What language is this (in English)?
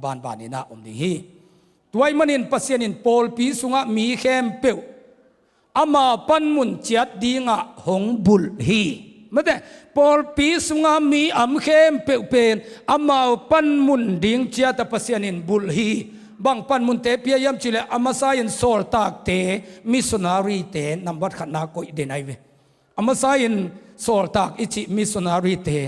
Tedim Chin